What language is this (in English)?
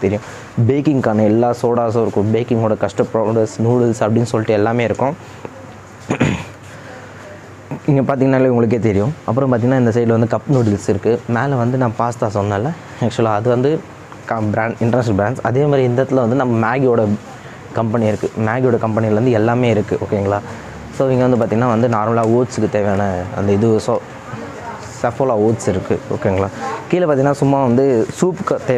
Tamil